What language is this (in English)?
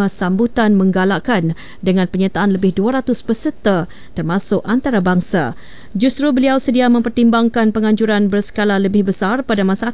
Malay